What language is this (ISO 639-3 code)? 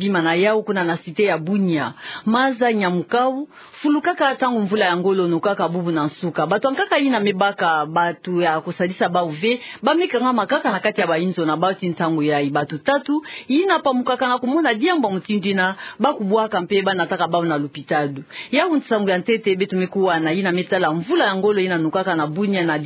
ktu